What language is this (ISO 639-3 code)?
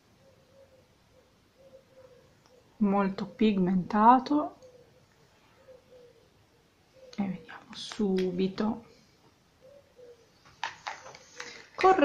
ita